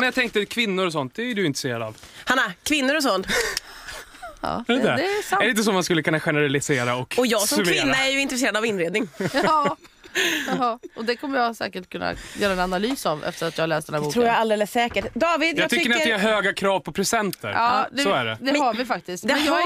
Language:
Swedish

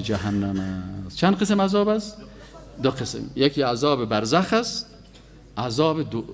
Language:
Persian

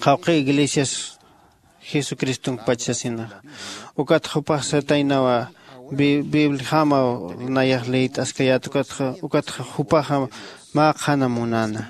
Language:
Aymara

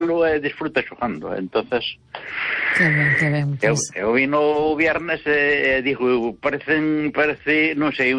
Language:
Galician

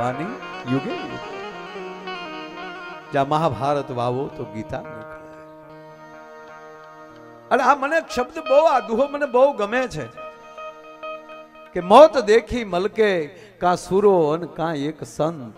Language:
Gujarati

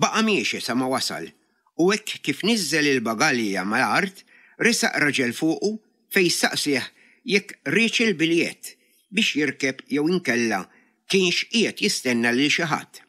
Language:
Maltese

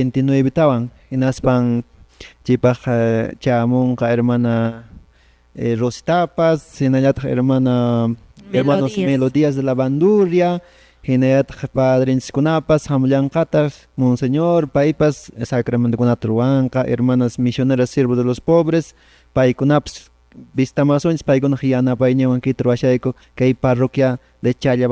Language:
Quechua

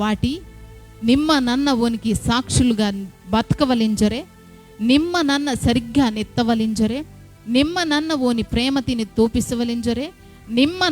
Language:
Koya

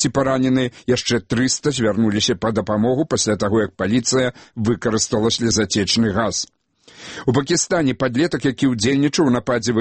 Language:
Belarusian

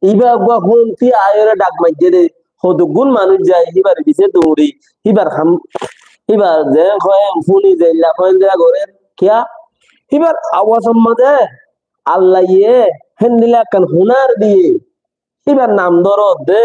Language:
Rohingya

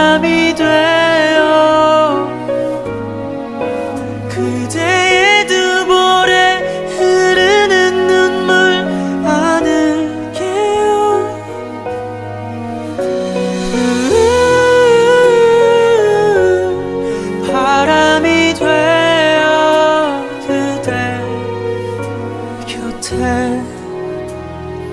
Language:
Korean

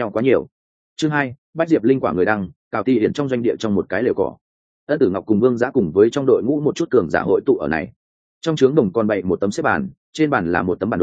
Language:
Vietnamese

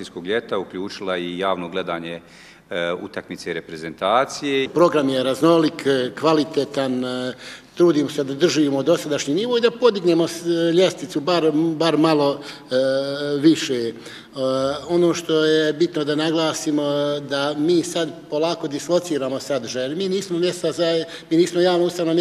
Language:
Bosnian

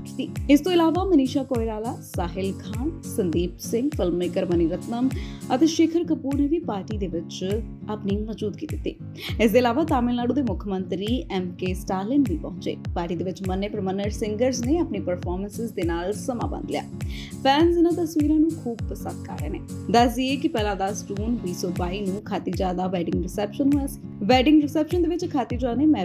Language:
Punjabi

